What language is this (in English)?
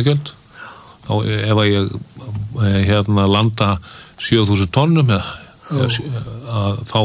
Icelandic